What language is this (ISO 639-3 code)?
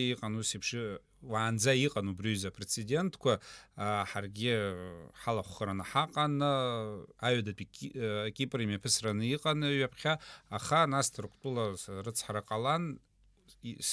abk